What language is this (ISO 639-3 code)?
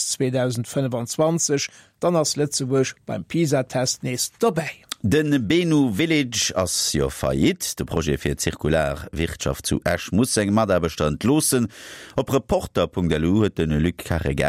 ltz